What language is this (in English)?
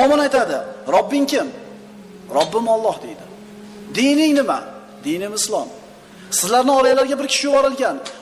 Uzbek